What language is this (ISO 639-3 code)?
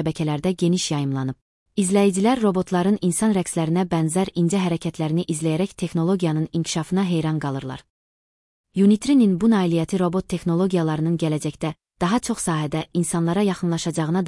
aze